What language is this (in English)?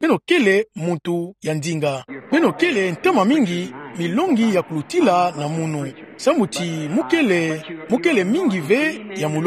Kituba (Democratic Republic of Congo)